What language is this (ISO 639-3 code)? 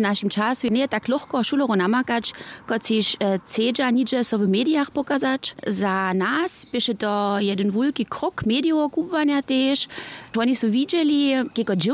hsb